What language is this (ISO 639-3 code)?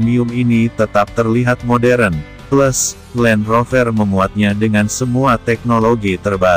ind